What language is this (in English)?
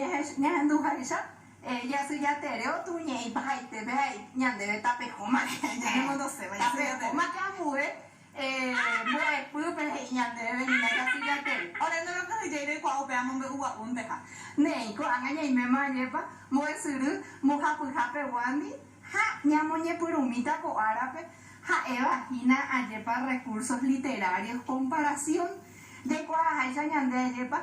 Guarani